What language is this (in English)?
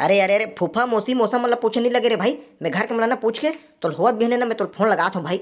Chhattisgarhi